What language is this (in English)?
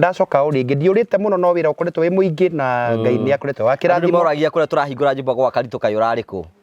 Kikuyu